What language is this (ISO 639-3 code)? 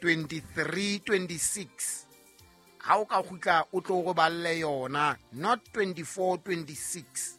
sot